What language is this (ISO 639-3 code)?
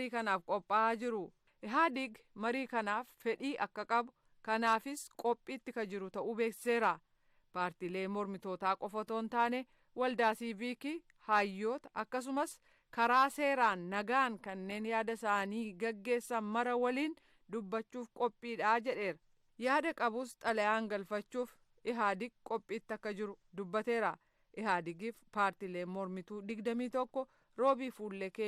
orm